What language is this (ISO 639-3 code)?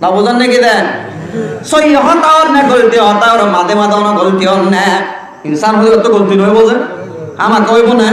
rhg